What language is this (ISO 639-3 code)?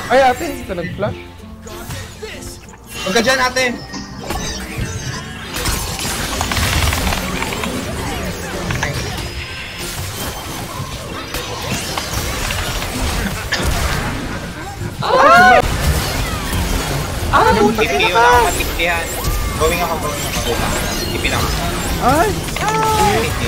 fil